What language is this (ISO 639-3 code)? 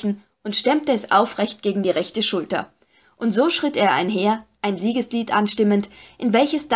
deu